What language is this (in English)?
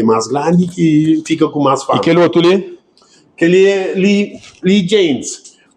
Kabuverdianu